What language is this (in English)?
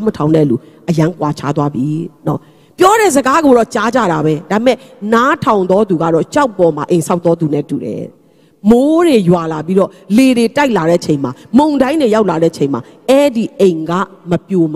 Burmese